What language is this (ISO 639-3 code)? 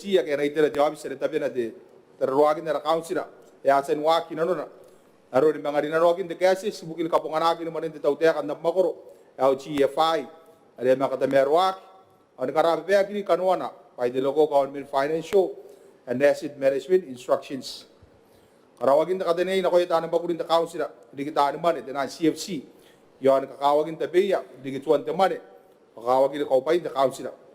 gil